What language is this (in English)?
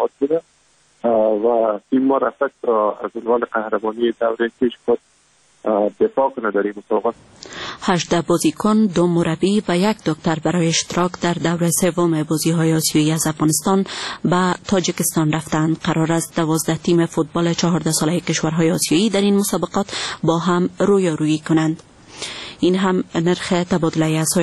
Persian